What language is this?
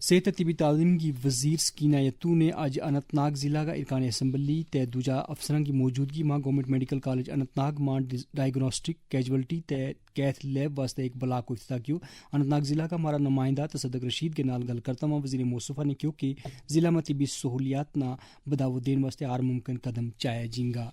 Gujari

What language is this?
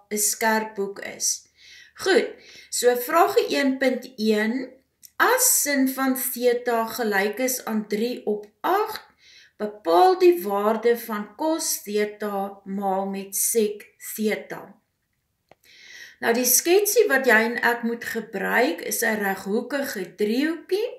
Afrikaans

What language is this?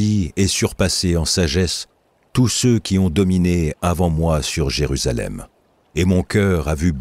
French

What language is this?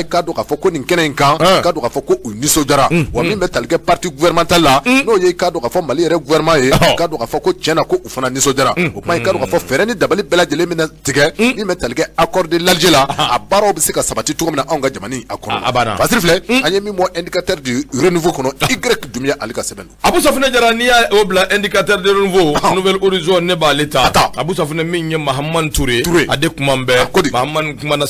Bambara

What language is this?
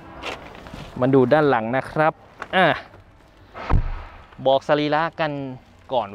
Thai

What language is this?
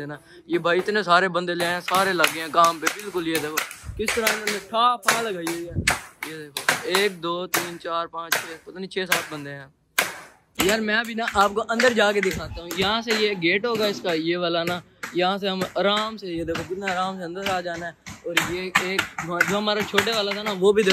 Hindi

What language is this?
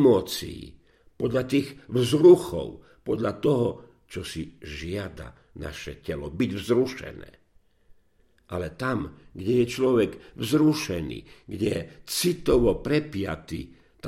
Slovak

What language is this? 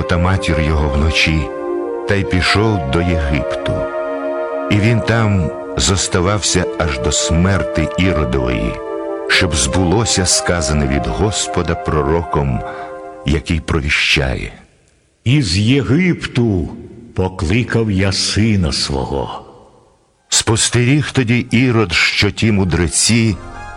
Ukrainian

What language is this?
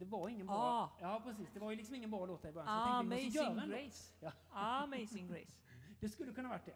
Swedish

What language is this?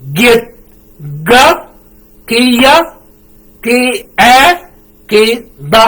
Shilluk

